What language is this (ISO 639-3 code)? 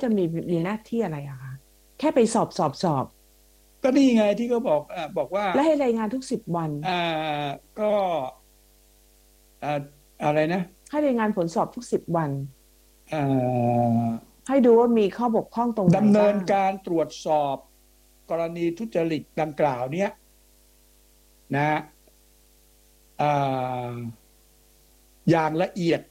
tha